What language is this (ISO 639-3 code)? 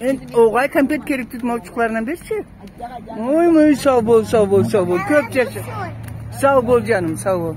krc